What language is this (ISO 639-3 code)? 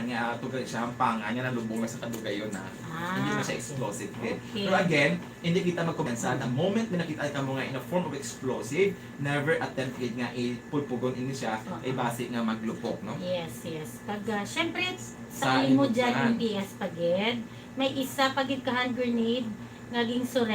hil